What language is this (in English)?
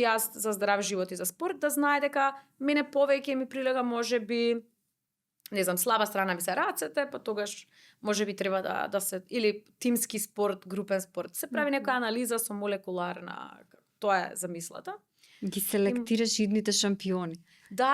Macedonian